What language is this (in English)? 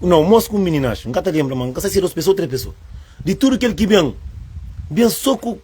Kabuverdianu